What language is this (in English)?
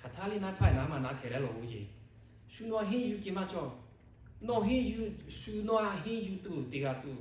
Lahu